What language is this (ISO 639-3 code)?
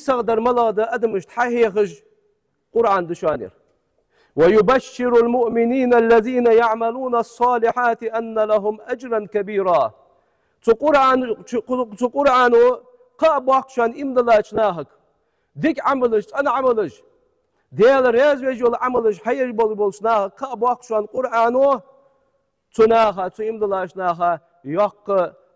inh